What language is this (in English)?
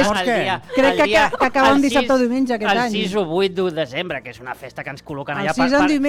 Catalan